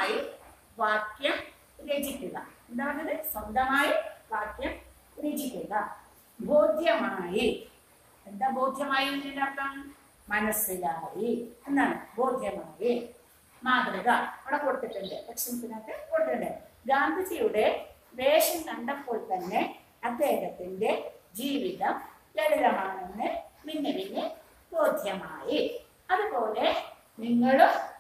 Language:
Malayalam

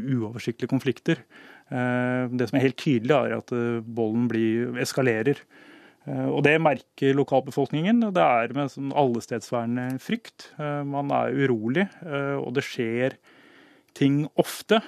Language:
Norwegian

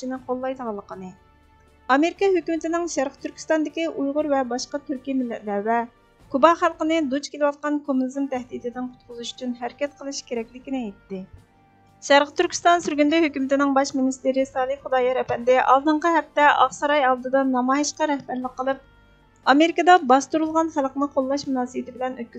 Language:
Uyghur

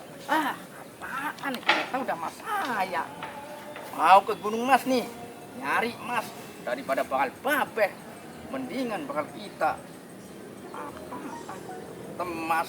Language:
Betawi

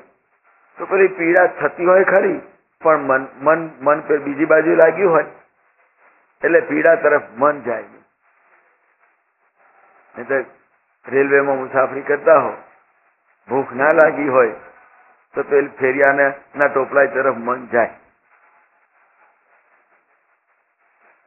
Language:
Gujarati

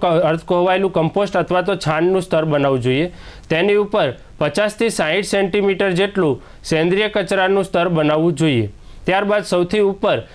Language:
Gujarati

